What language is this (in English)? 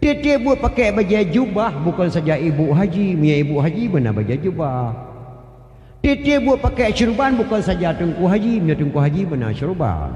Achinese